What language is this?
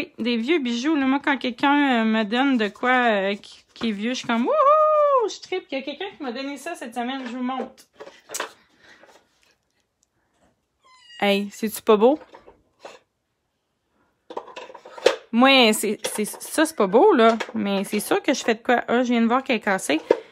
French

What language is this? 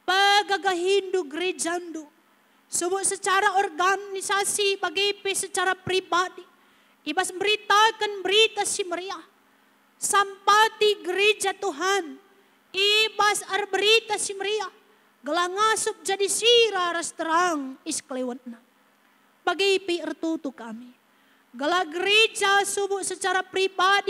Batak Karo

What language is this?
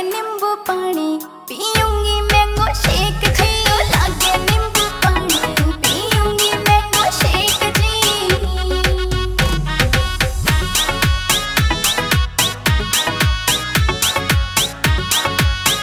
Haryanvi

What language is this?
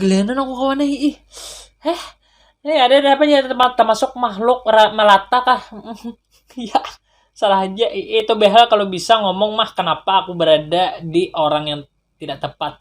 Banjar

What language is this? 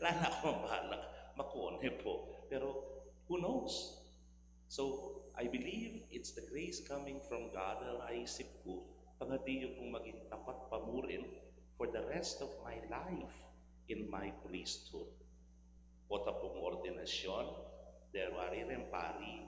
Pampanga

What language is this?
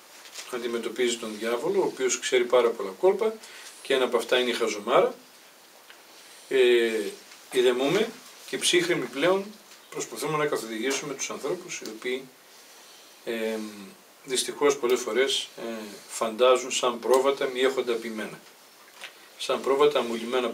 Greek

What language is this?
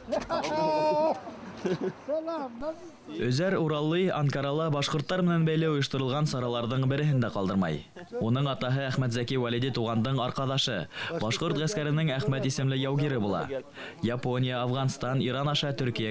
Bashkir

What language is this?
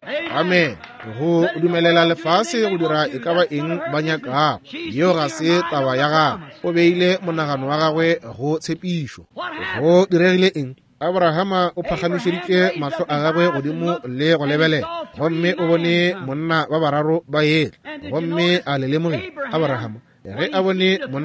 Northern Sotho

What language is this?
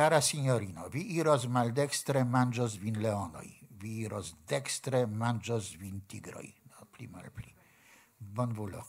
Esperanto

